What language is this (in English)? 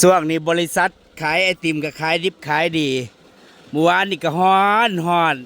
Northeastern Thai